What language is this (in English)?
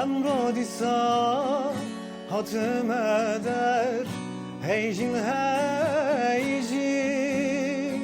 Kurdish